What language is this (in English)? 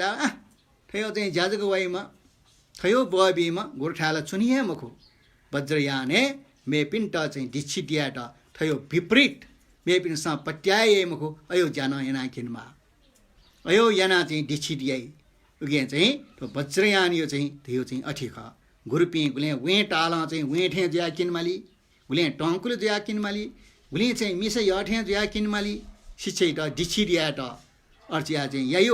Newari